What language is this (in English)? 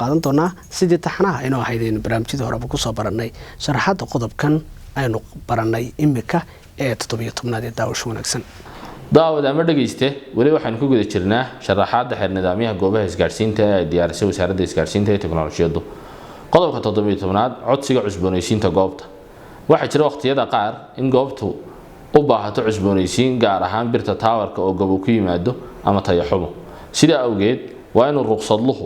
Somali